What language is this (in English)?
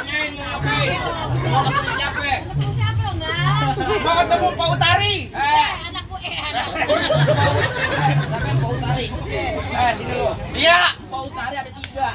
Betawi